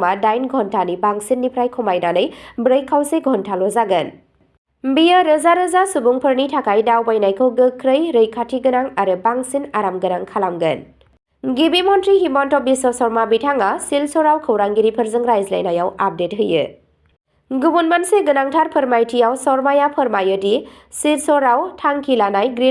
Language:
Bodo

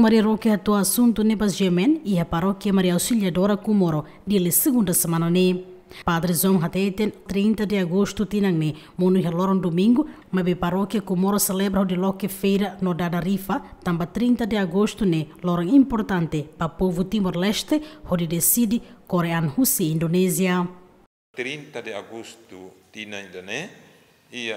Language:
Tetum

